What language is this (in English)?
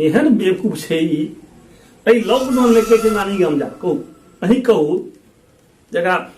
Maithili